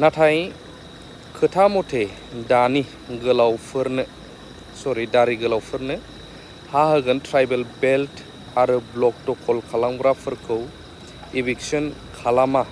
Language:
Bodo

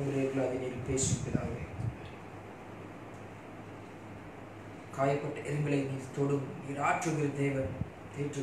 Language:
Tamil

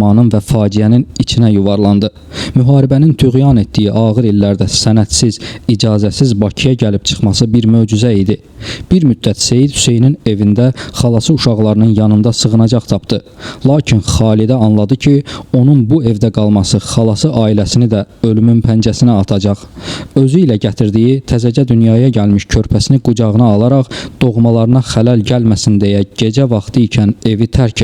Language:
Azerbaijani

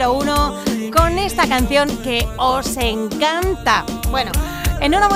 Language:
Spanish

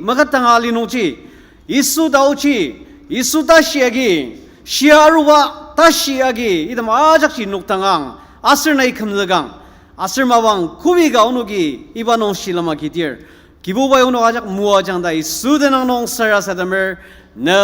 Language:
Ao Naga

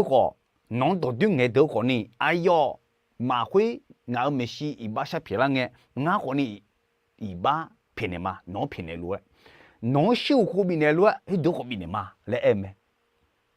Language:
Akha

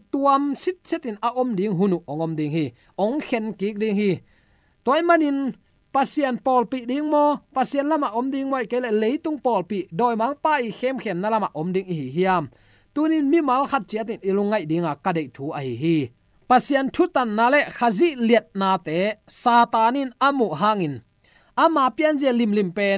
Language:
Tedim Chin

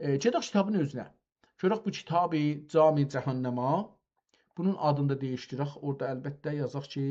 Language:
South Azerbaijani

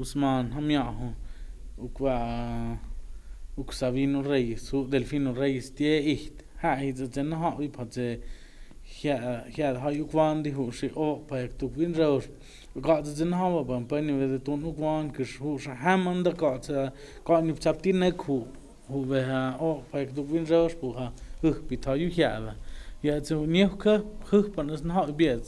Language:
Totontepec Mixe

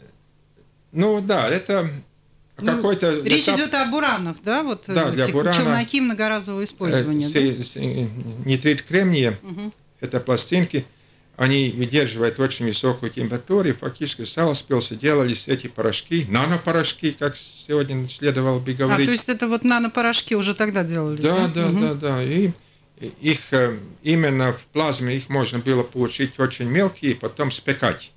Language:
Russian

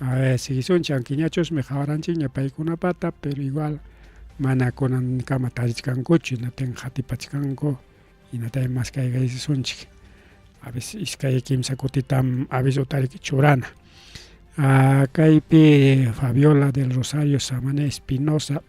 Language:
Ayacucho Quechua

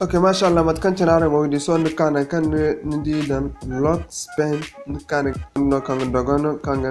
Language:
Zarma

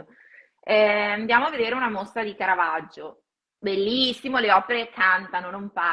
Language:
Italian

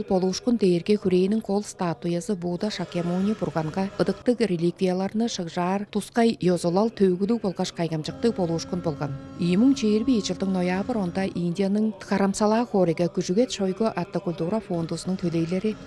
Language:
Tuvinian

